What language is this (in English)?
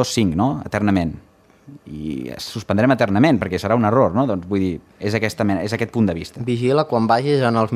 Catalan